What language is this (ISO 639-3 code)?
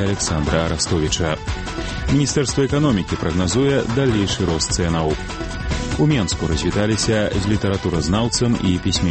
bel